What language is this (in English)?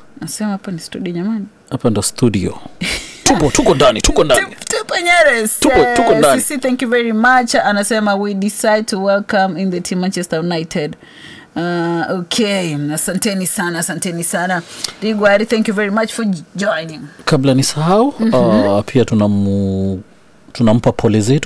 Swahili